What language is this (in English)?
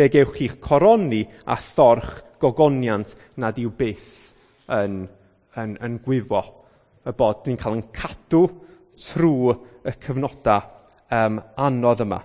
Welsh